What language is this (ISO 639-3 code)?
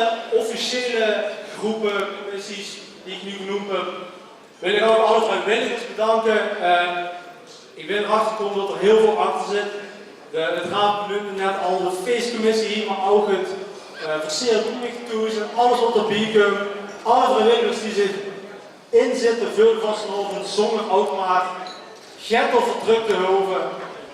lim